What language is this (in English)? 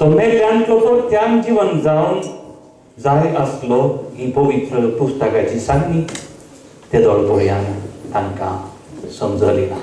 Konkani